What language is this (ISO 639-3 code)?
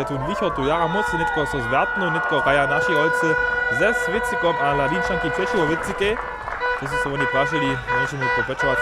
hsb